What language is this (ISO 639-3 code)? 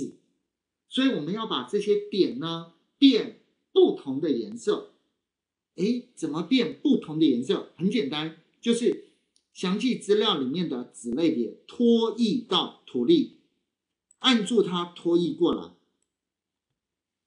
zho